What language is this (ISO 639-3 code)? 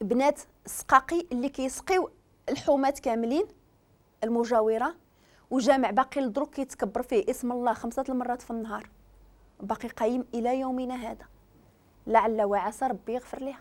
ary